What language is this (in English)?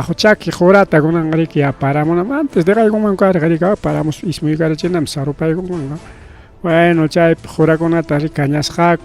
Ayacucho Quechua